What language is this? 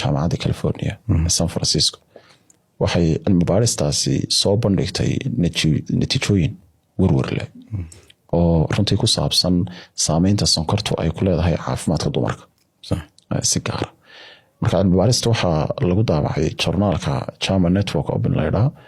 Somali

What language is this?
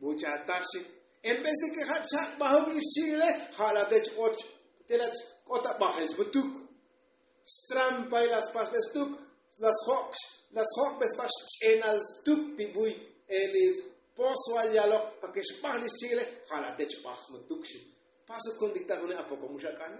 Tzotzil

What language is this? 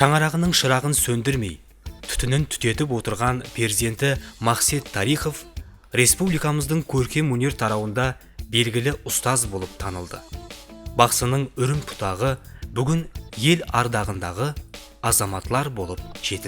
Kara-Kalpak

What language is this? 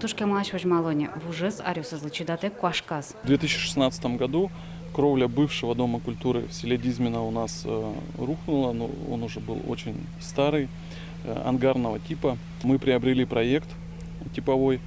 Udmurt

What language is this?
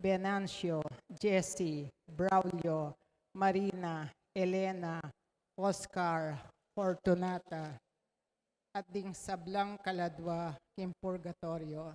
Pampanga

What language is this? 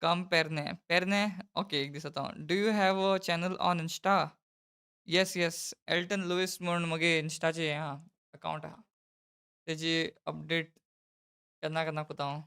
Konkani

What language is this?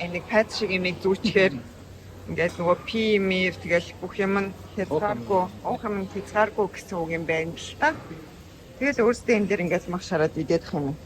Mongolian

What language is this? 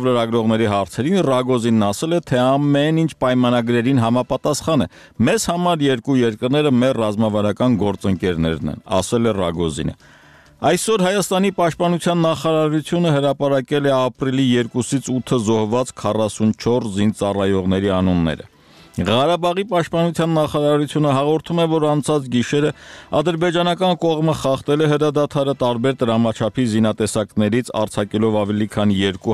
Armenian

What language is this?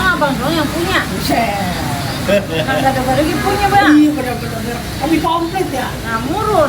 Betawi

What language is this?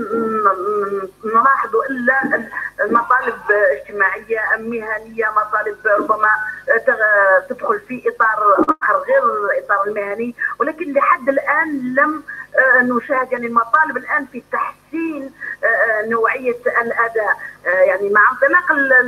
Algerian Arabic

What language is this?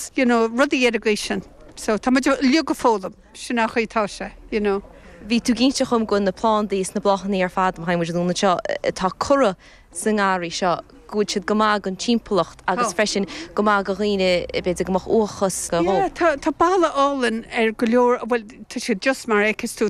Irish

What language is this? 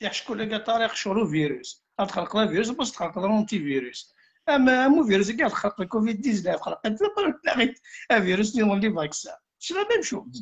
Kabyle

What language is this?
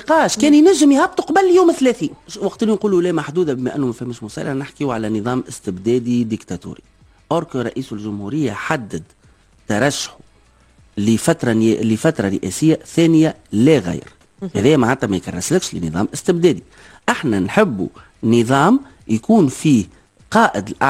Tunisian Arabic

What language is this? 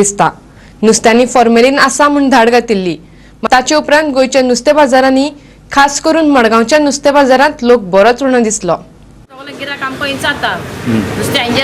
Konkani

